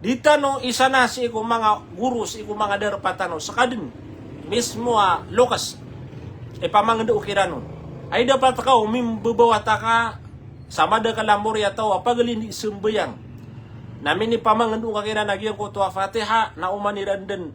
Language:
Maranao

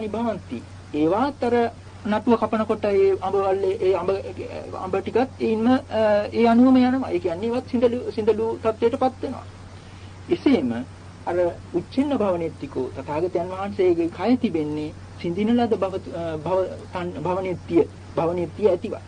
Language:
Sinhala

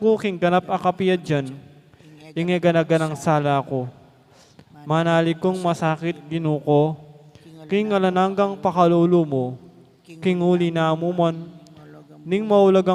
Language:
Pampanga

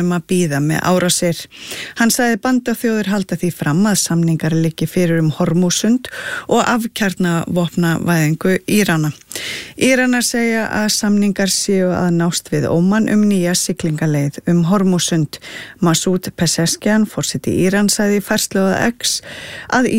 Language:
Icelandic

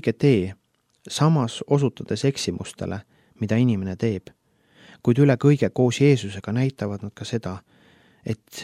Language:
Estonian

